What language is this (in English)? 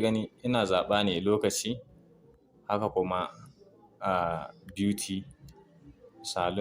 Hausa